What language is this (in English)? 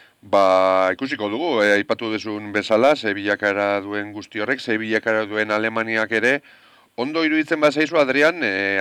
Basque